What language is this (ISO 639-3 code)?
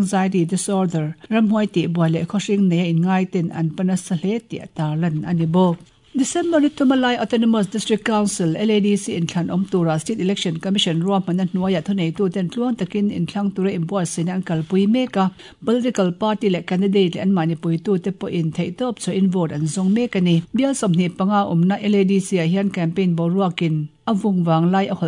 lus